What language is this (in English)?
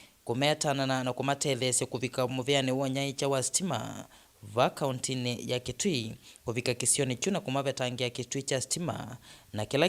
Kamba